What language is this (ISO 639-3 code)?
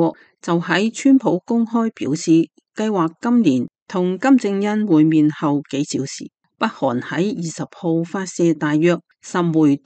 yue